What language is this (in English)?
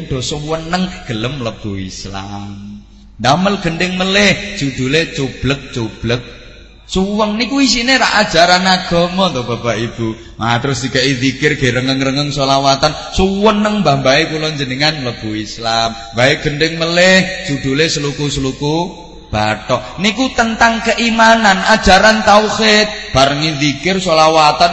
Javanese